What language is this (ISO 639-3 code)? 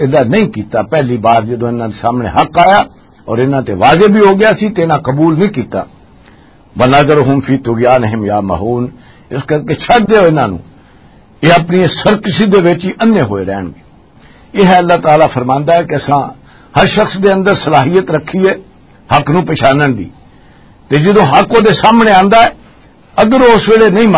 lah